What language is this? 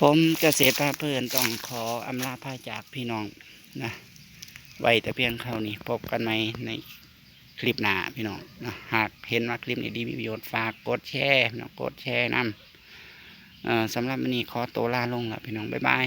Northeastern Thai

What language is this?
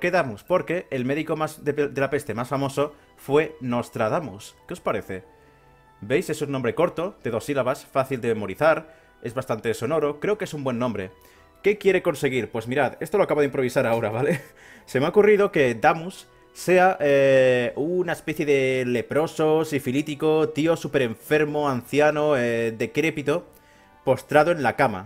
Spanish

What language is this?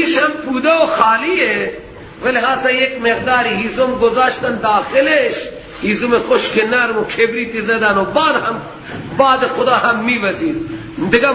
Persian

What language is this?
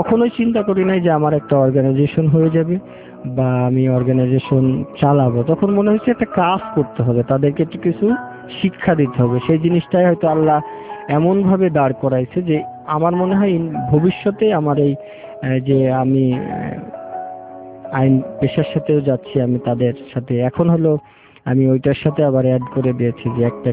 Bangla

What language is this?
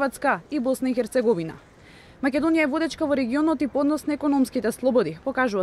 Macedonian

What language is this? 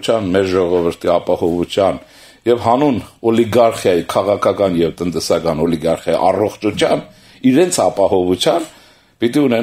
Armenian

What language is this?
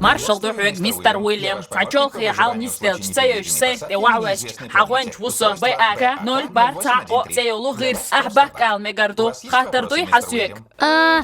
Chechen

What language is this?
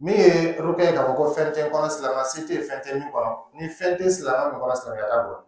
Dyula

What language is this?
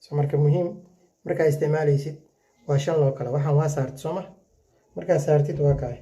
Somali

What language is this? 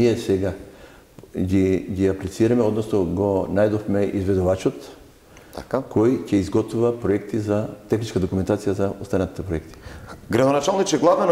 Macedonian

